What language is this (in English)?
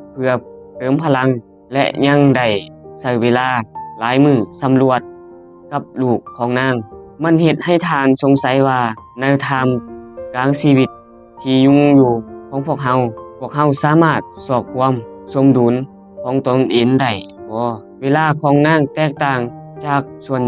Lao